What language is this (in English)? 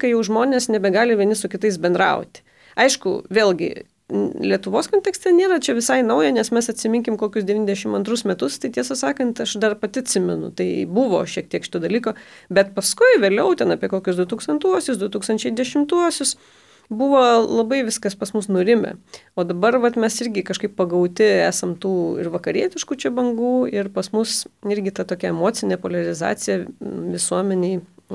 Lithuanian